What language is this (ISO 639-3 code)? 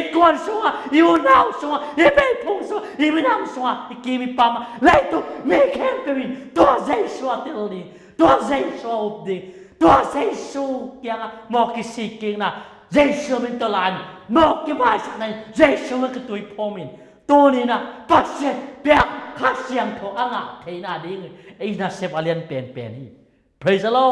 ctd